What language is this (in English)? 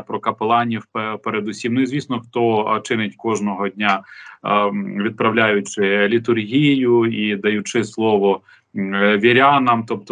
Ukrainian